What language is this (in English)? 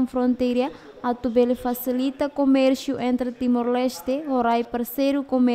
Tetum